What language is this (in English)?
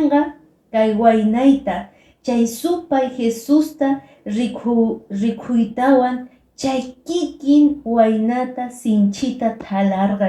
Quechua